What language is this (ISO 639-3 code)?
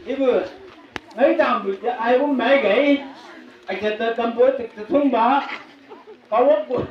nbc